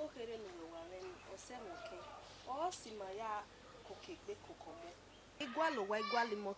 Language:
Bini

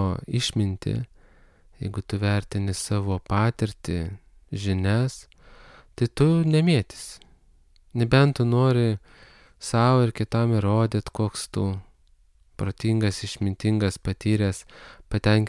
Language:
Lithuanian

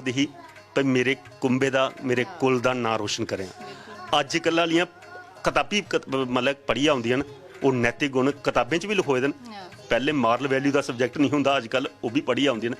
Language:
Dogri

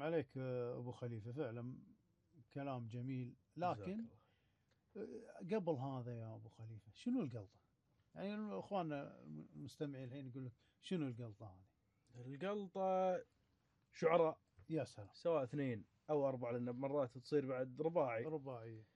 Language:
Gulf Arabic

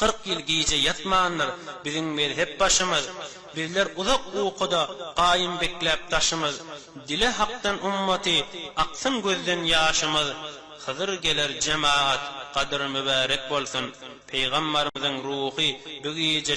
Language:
Turkmen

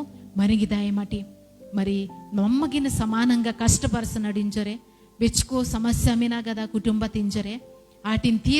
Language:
Koya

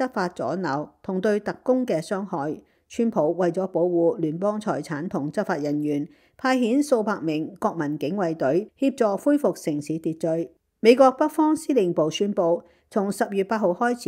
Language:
Cantonese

